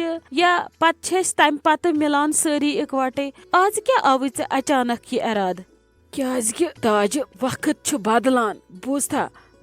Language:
Kashmiri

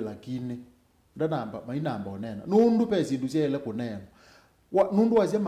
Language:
Kamba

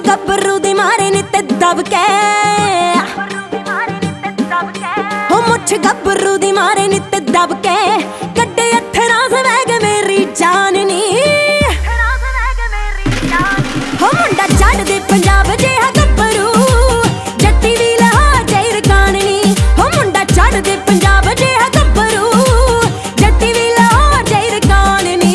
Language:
Punjabi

